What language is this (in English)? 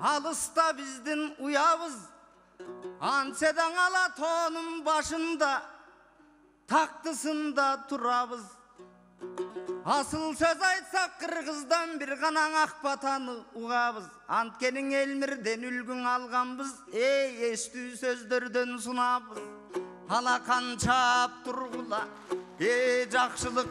Kyrgyz